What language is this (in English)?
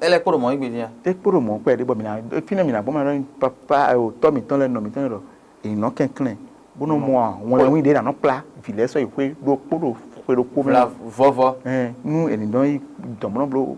Fon